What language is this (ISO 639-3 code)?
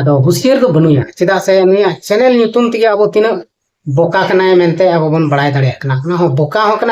sat